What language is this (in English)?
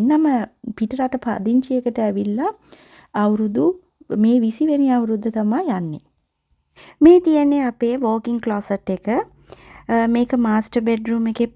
Sinhala